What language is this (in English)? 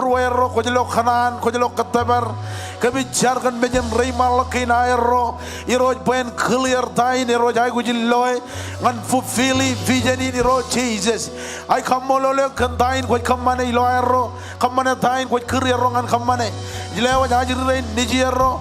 Marshallese